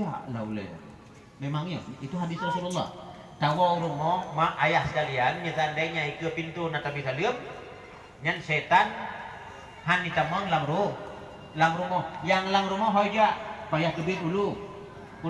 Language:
Achinese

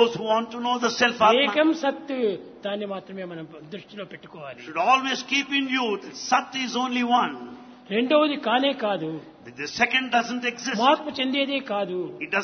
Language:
Telugu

